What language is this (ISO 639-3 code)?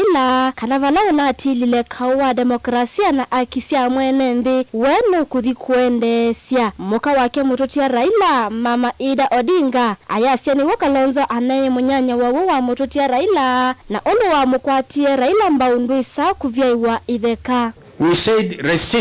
kam